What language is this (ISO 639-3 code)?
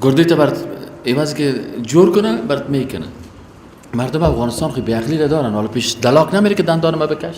fas